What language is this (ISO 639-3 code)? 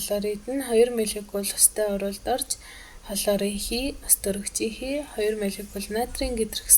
mon